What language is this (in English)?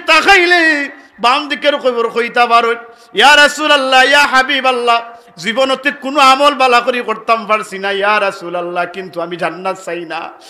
Sylheti